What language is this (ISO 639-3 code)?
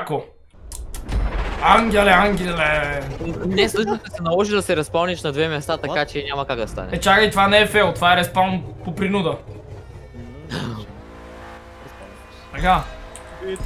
bul